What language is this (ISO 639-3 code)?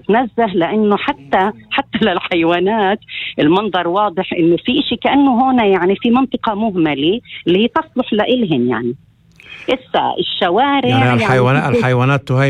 apc